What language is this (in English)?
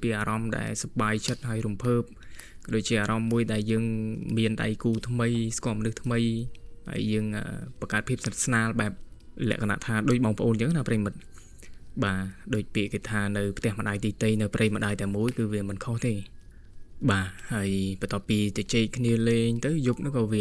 Khmer